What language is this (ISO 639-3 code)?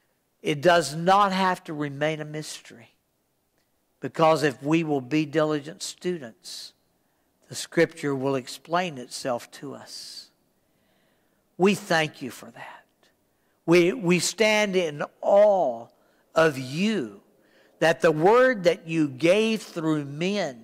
eng